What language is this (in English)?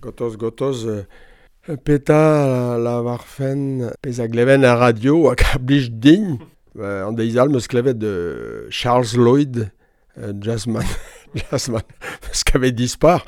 Breton